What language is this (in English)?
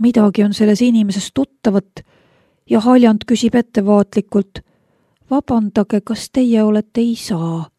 Estonian